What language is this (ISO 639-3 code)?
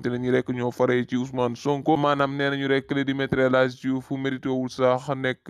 wol